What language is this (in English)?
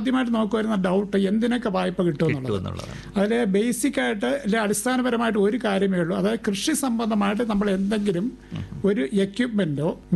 Malayalam